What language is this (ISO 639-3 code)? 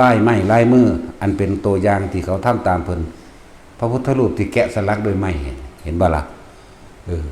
tts